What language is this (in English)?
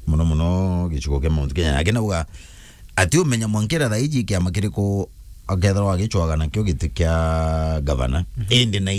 Meru